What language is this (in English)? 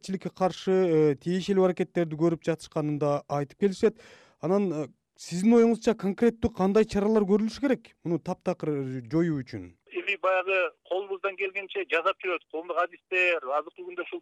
Kyrgyz